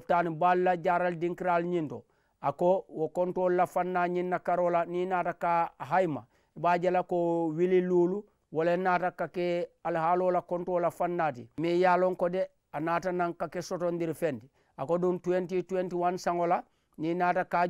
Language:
Mandingo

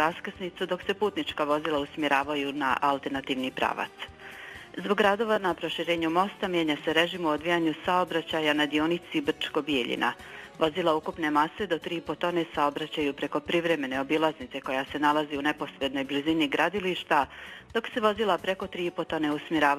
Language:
Bosnian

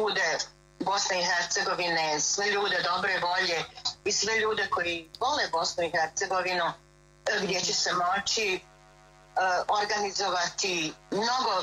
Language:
Bosnian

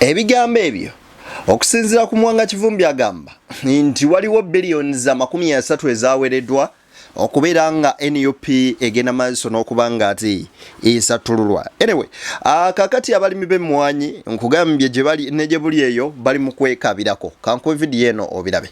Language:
Ganda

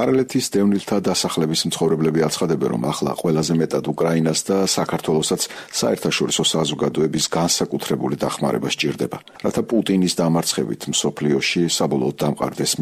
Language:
Georgian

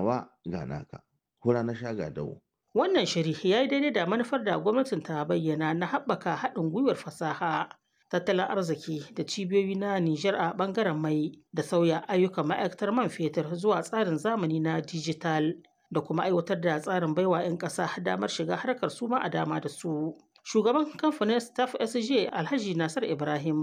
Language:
Hausa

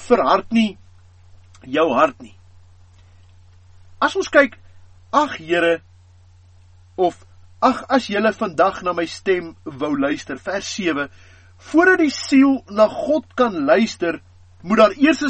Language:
Afrikaans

